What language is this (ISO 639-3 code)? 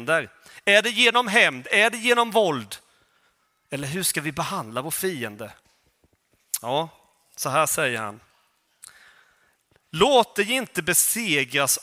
swe